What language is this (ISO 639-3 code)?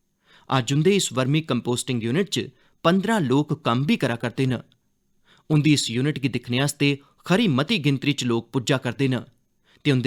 doi